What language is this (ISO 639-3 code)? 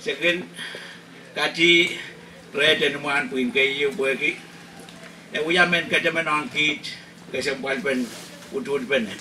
pon